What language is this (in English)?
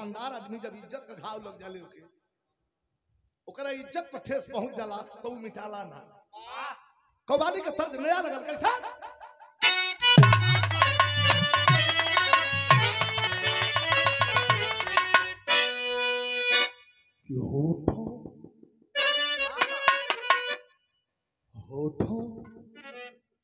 Bhojpuri